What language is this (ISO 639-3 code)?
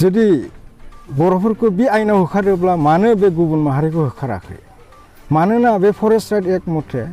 brx